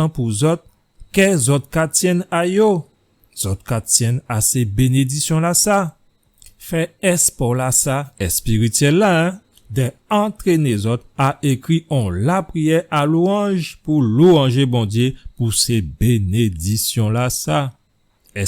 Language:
Guadeloupean Creole French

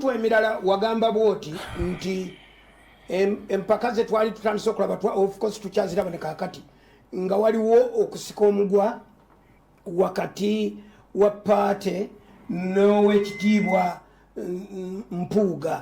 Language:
Ganda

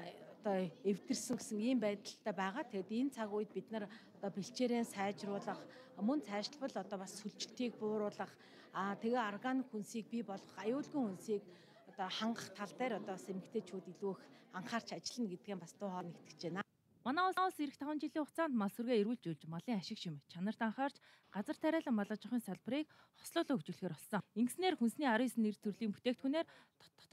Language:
Mongolian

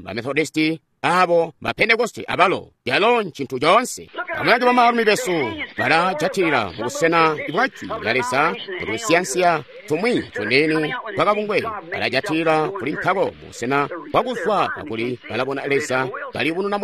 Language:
Tonga (Zambia)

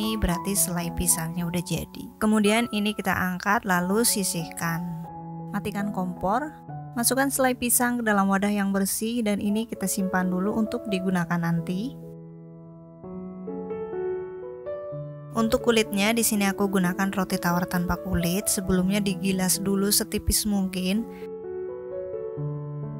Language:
Indonesian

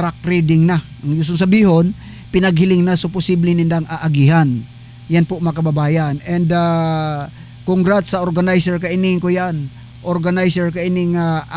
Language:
Bikol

